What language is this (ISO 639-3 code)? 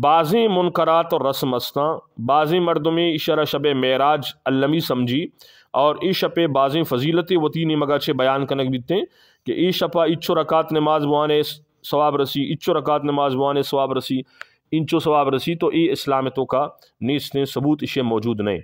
bgp